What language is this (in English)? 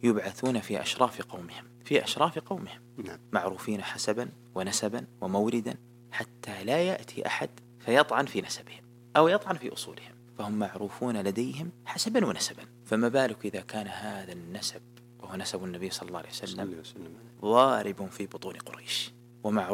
Arabic